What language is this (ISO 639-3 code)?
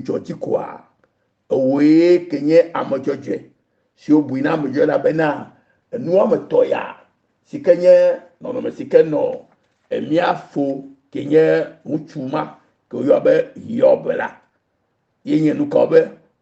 ewe